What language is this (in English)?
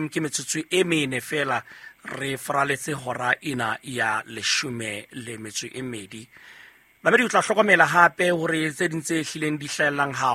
Southern Sotho